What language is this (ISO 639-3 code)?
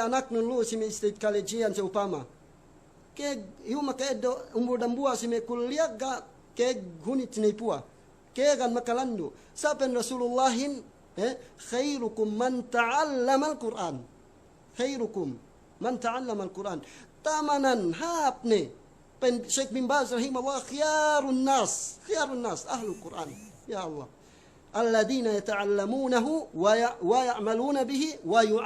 yka